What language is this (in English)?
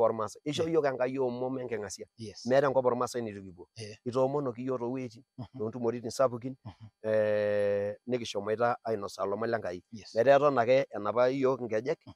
Masai